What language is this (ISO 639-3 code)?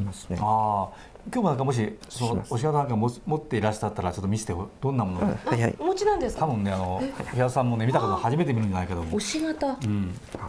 jpn